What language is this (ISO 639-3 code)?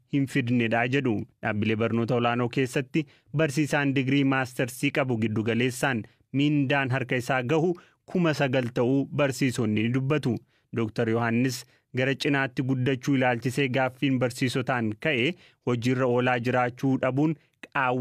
orm